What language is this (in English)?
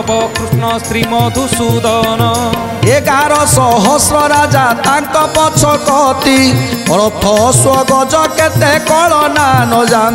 Odia